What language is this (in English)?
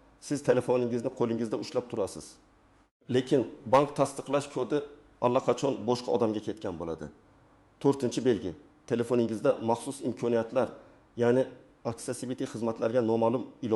Uzbek